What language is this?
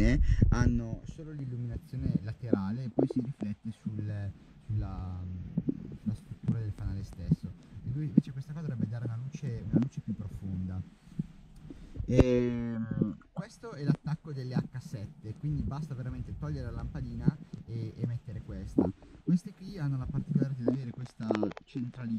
Italian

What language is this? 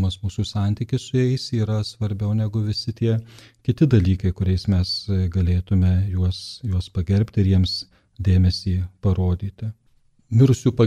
Lithuanian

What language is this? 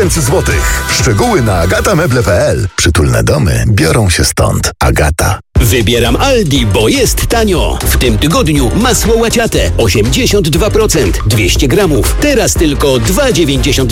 Polish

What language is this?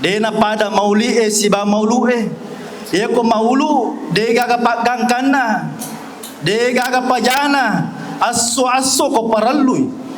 Buginese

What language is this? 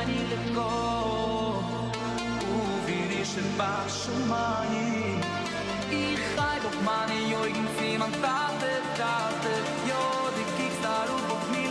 Yiddish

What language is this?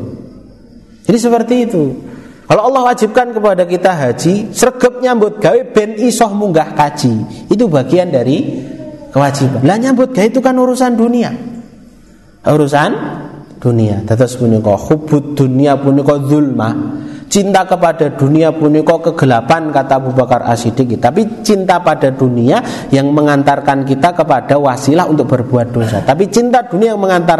Indonesian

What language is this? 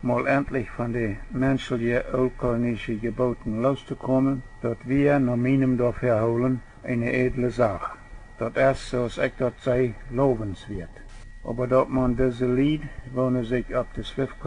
Plautdietsch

